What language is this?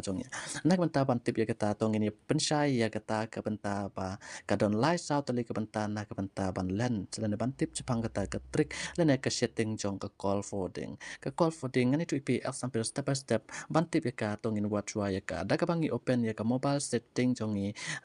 Khasi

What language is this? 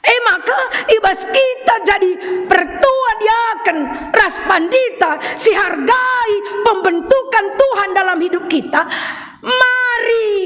Batak Karo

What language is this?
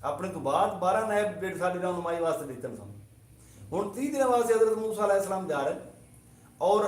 Saraiki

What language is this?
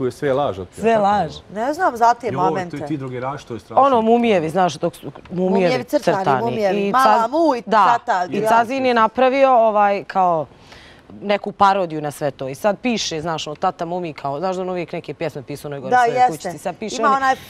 Bosnian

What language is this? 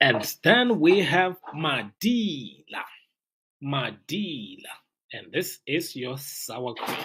Tswana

